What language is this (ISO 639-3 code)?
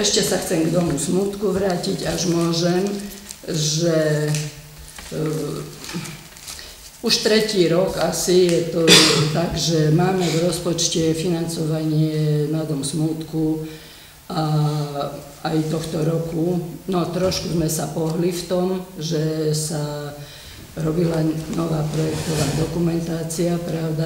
slk